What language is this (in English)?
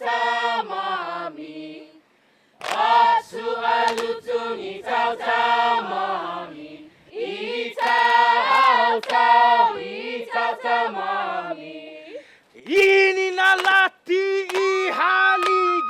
Chamorro